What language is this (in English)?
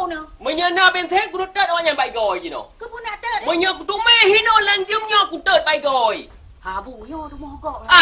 Achinese